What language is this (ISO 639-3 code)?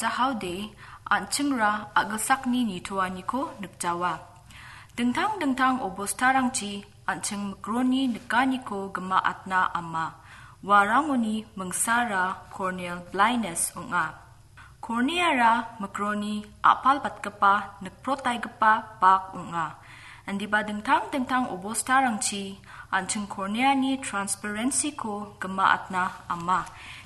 grt